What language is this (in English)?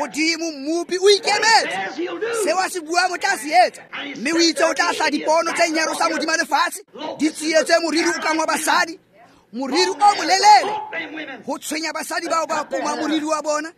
Tswana